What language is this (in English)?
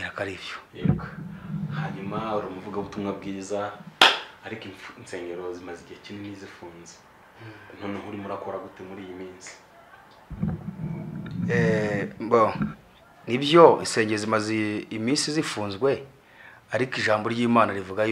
Kinyarwanda